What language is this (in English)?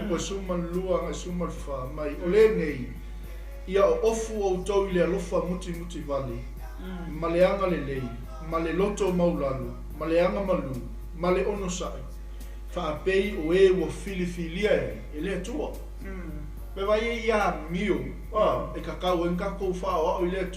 Samoan